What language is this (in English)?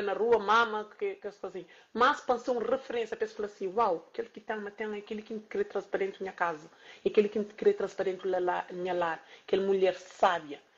Kabuverdianu